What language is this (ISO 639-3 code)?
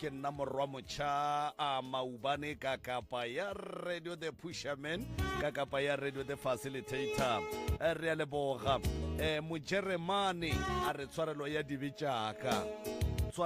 nso